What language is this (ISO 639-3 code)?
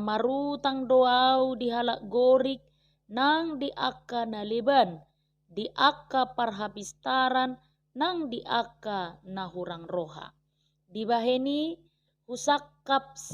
bbc